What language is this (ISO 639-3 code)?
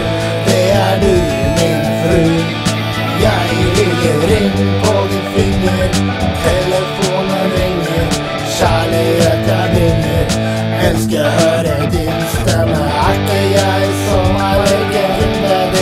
nor